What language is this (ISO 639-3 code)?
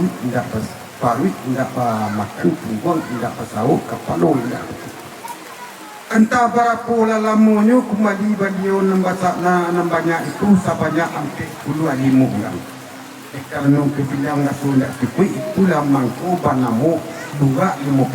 min